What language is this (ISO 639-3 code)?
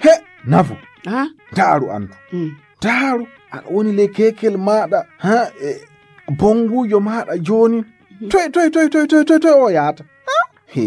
ful